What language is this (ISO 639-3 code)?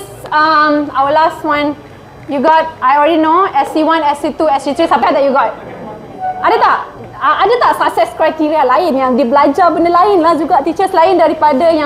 msa